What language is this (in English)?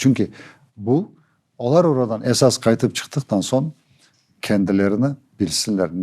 Crimean Tatar